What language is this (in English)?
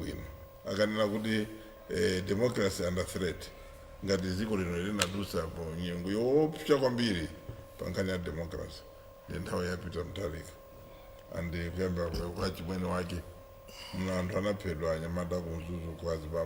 Nyanja